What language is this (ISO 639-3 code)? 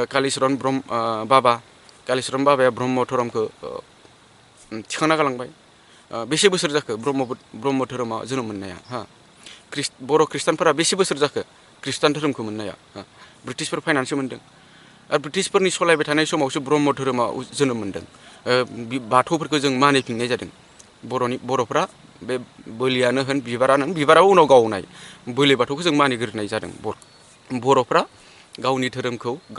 brx